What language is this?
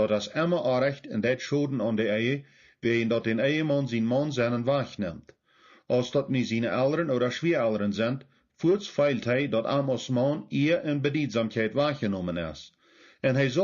Plautdietsch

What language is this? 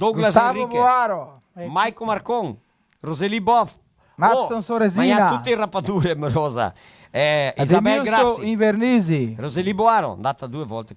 Venetian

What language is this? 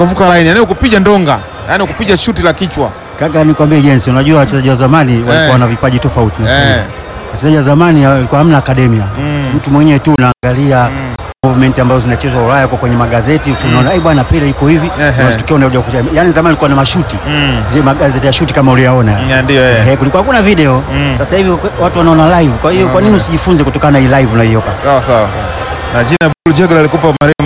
Swahili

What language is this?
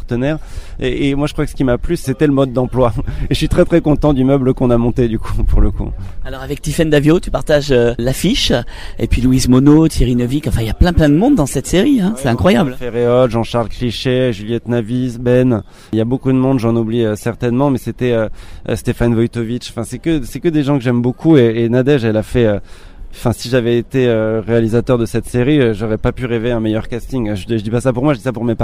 French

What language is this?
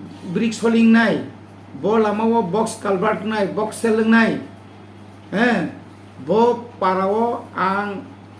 Kok Borok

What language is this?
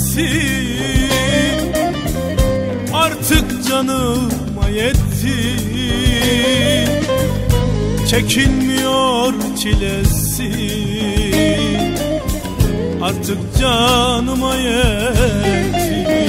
Turkish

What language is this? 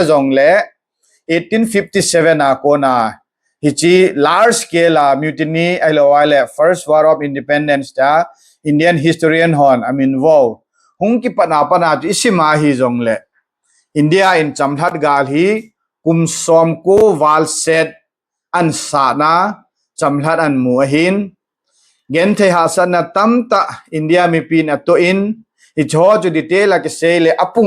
Thado Chin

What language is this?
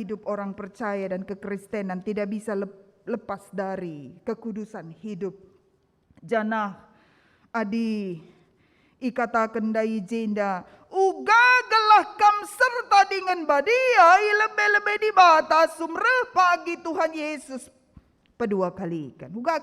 Batak Karo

